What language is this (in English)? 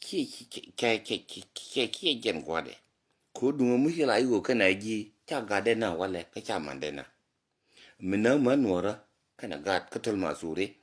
Nuer